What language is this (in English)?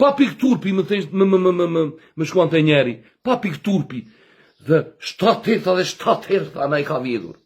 Albanian